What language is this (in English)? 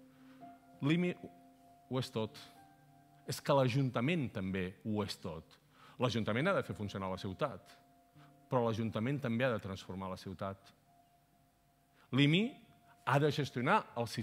Catalan